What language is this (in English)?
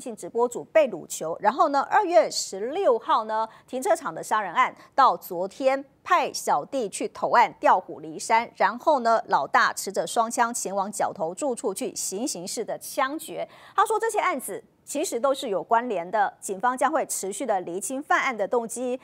Chinese